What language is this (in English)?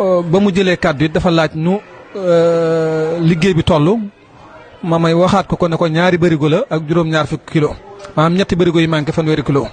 Wolof